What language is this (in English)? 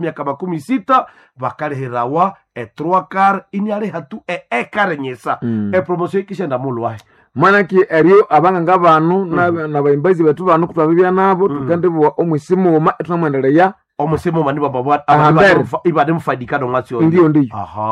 Nande